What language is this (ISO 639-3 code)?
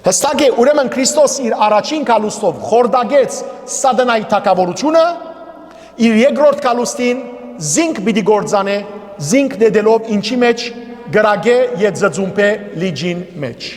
hyw